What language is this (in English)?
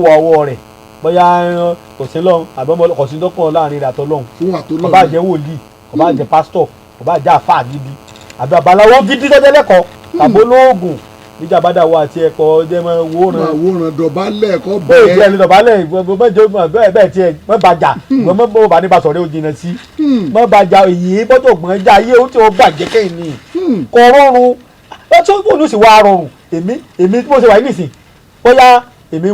Yoruba